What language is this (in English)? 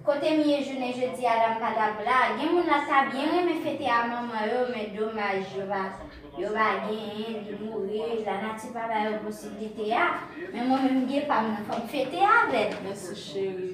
Haitian Creole